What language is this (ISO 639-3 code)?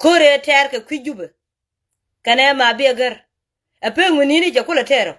nus